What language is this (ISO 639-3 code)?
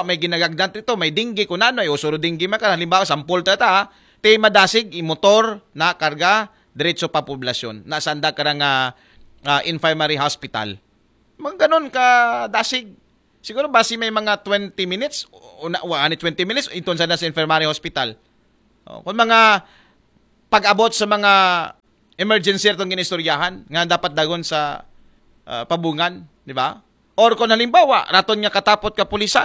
akl